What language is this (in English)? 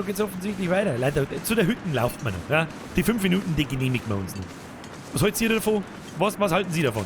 Bavarian